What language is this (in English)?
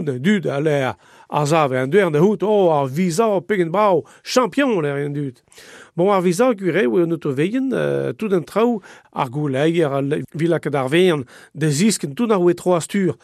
Breton